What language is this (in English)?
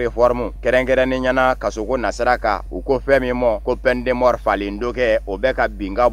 Bambara